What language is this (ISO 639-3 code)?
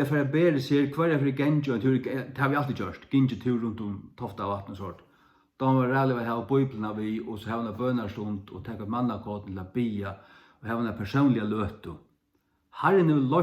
fao